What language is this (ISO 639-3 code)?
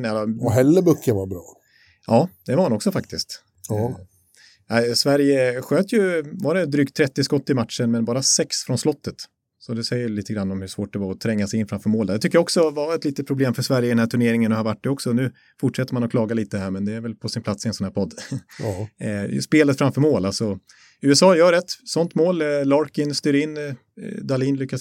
swe